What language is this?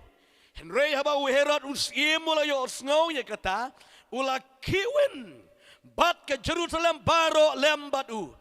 Khasi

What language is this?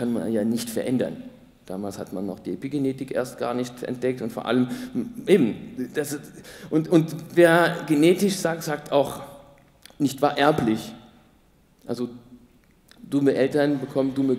German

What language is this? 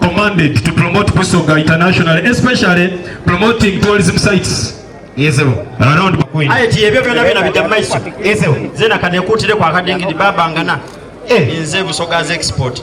Soga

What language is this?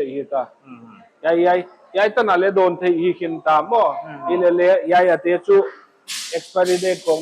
Paite Chin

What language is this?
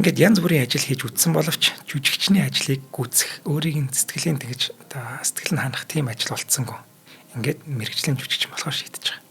Mongolian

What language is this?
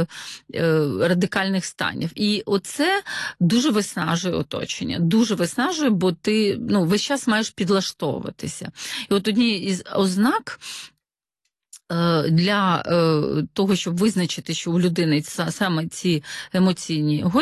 Ukrainian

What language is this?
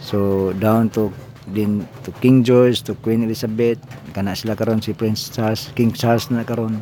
Cebuano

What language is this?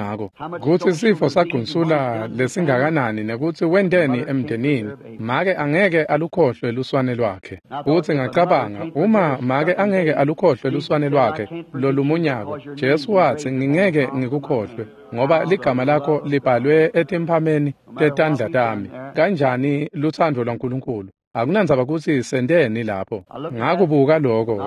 Swati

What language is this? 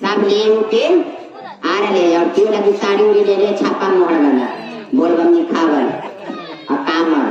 Magahi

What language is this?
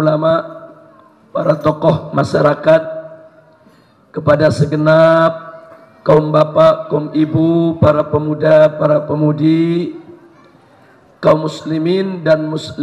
Indonesian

